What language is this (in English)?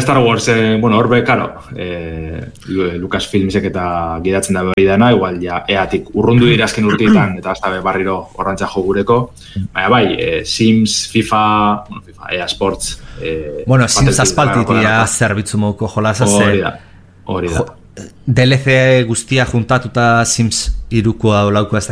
Basque